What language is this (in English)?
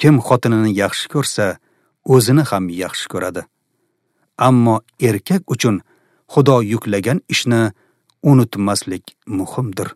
Uzbek